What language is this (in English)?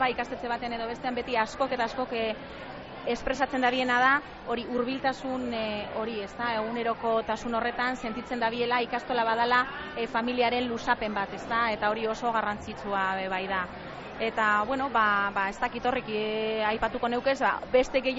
Basque